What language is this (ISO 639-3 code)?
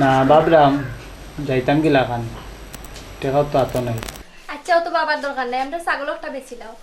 syl